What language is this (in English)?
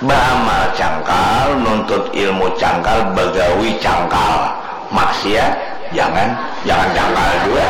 Banjar